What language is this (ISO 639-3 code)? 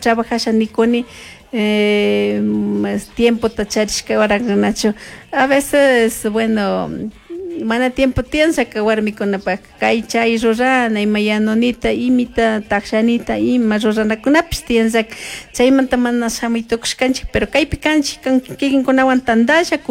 qug